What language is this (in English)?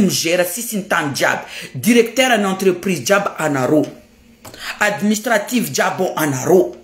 Malagasy